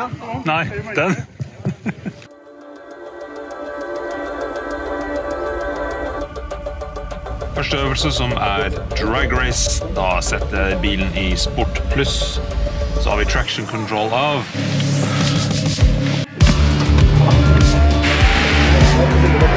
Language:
Norwegian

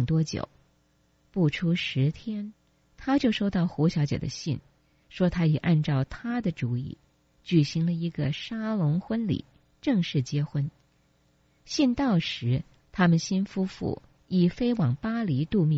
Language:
Chinese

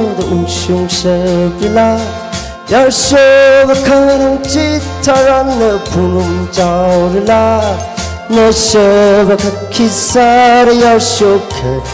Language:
Tangkhul Naga (India)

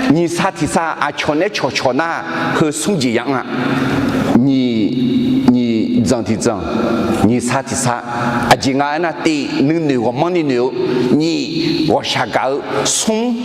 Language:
Akha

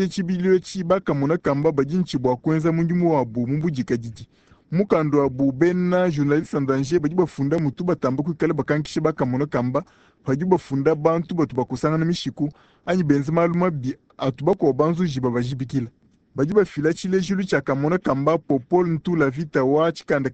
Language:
Luba-Lulua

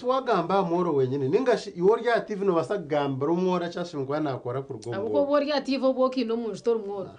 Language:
Nyankole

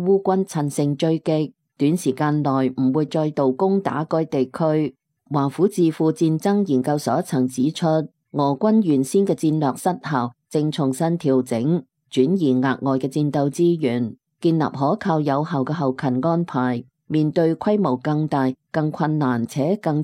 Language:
Cantonese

